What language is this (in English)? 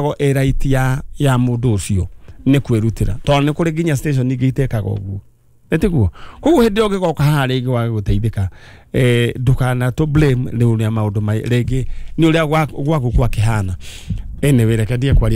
Kikuyu